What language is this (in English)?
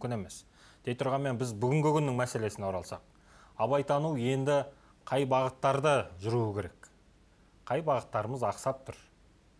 Kazakh